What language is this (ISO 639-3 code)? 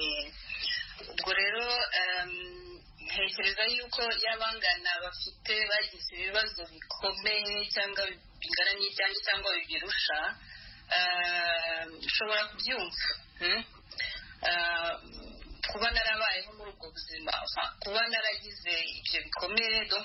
kin